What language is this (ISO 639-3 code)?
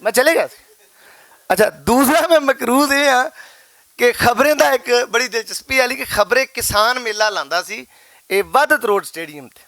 lah